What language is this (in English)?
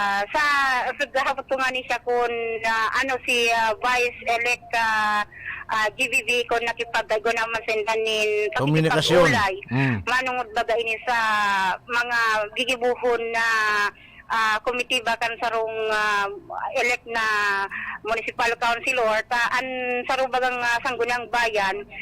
Bikol